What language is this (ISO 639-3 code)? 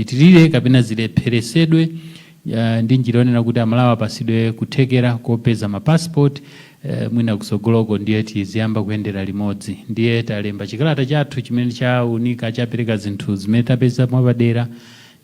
nya